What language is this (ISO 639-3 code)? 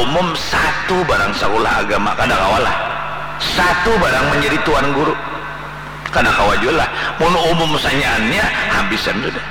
bjn